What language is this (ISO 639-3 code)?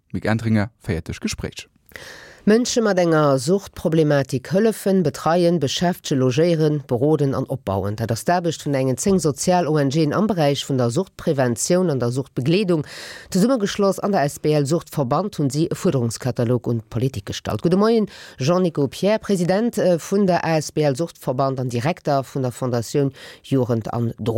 ltz